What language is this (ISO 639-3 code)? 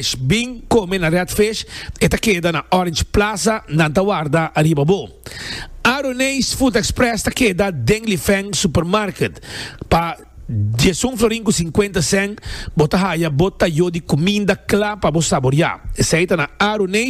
pap